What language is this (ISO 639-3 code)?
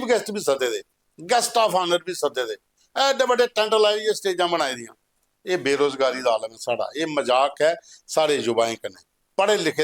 doi